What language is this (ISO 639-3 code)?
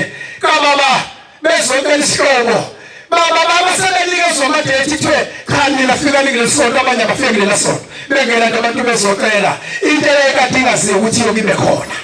zul